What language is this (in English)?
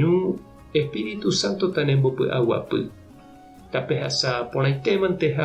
Guarani